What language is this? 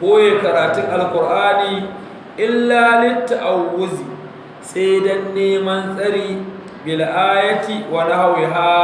Hausa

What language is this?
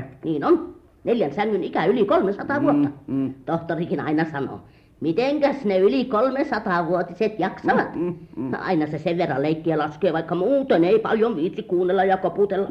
Finnish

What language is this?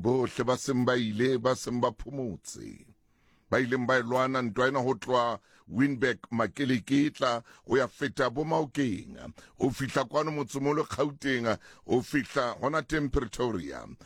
Southern Sotho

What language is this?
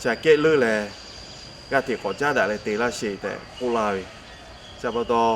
Lahu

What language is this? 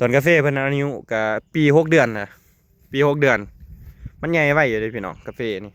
Lao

